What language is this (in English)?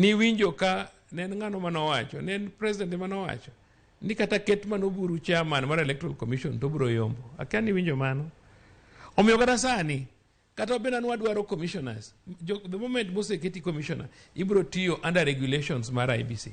Luo (Kenya and Tanzania)